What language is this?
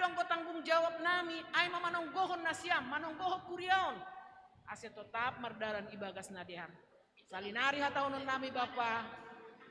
Batak Simalungun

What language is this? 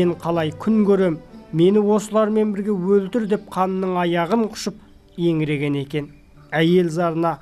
Kazakh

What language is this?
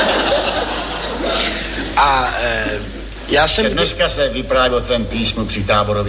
Czech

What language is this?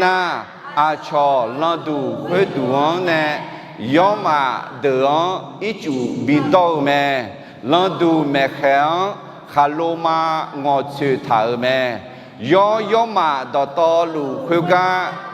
Akha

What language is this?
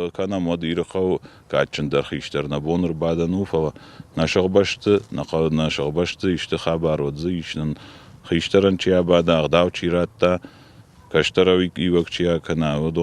Ossetic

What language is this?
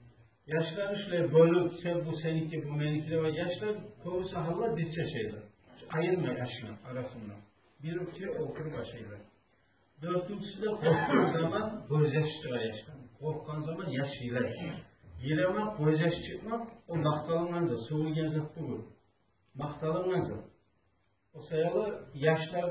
Kumyk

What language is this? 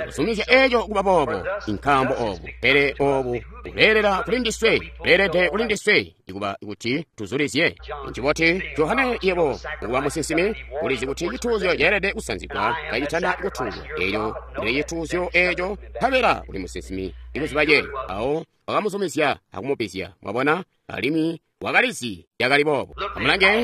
Tonga (Zambia)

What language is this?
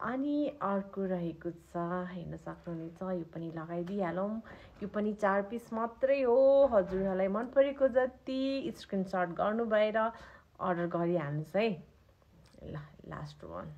Nepali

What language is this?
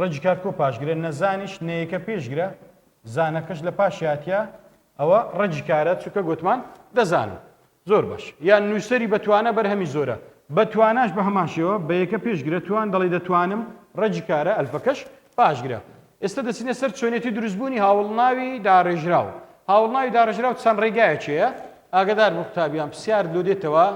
Central Kurdish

